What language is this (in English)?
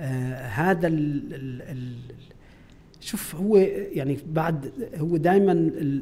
North Levantine Arabic